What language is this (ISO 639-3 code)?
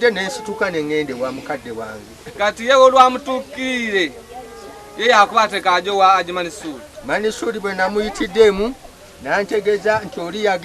lug